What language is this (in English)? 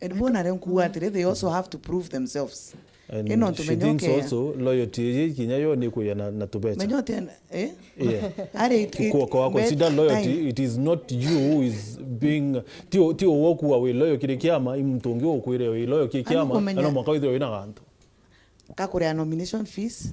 Meru